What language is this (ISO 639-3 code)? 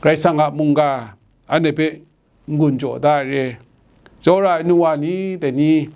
kac